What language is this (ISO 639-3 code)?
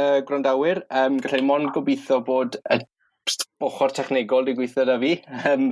cym